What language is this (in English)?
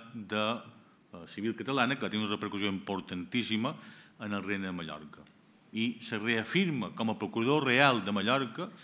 Catalan